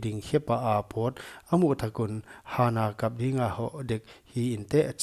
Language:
Paite Chin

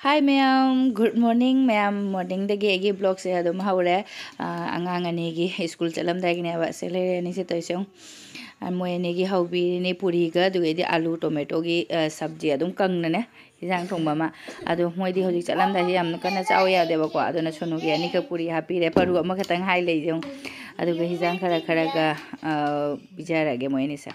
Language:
Manipuri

